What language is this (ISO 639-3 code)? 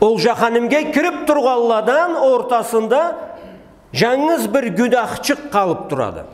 krc